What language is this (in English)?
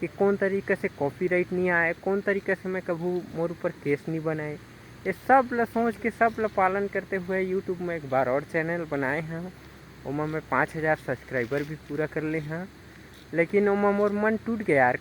Chhattisgarhi